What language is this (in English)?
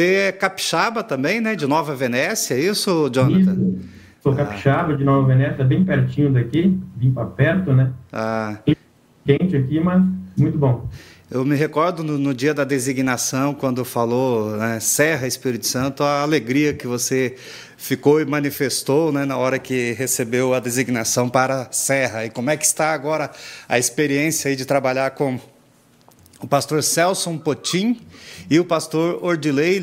Portuguese